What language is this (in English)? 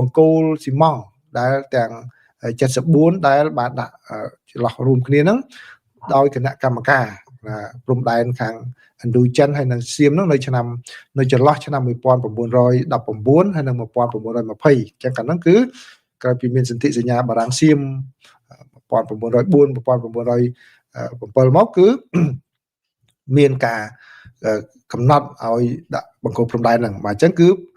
Khmer